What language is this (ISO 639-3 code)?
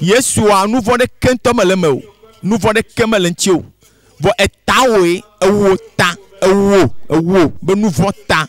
ewe